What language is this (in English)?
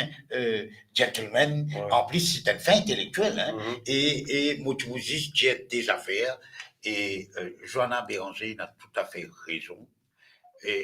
Morisyen